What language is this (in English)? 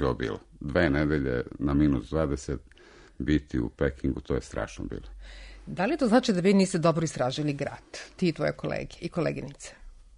Serbian